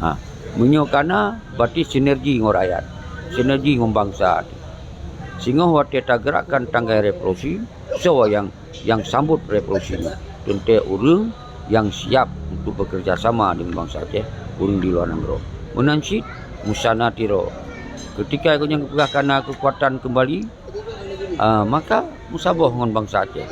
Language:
Achinese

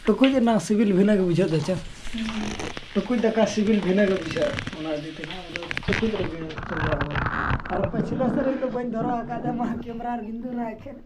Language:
Santali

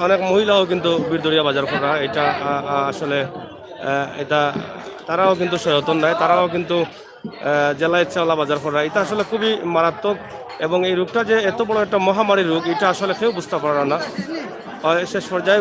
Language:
Sylheti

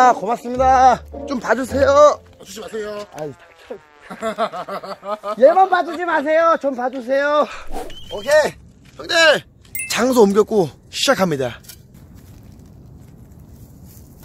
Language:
Korean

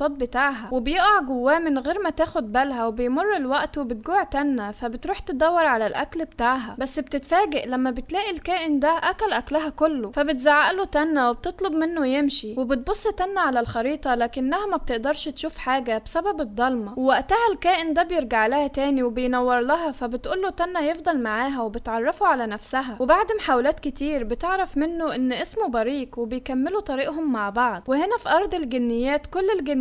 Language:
Egyptian Arabic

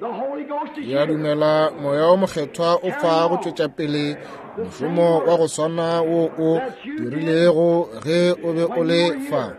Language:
Northern Sotho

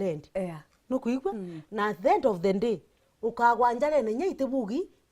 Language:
Meru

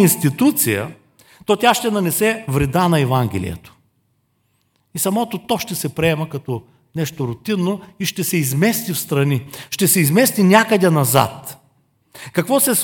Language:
Bulgarian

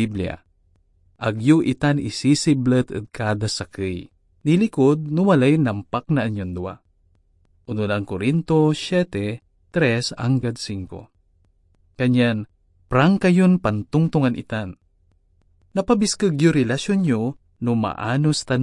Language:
Pangasinan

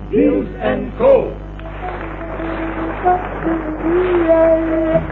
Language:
Dutch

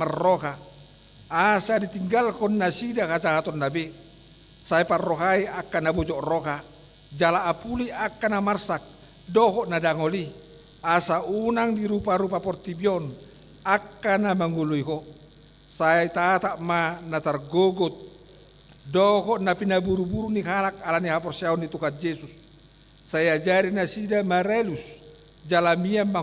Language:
Batak Toba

